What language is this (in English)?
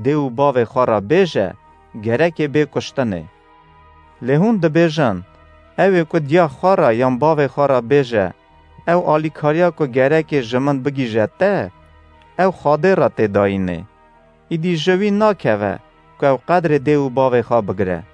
Kurdish